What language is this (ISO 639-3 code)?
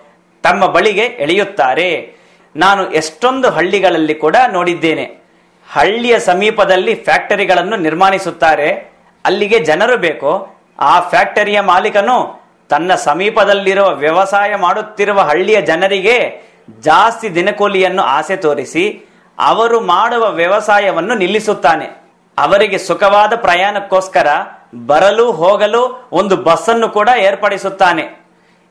kan